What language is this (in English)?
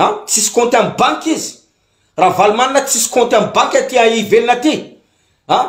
Malagasy